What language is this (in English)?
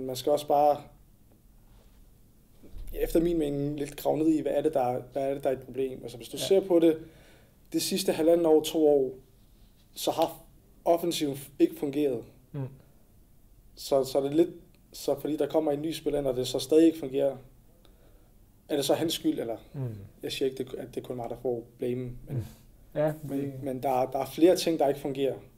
Danish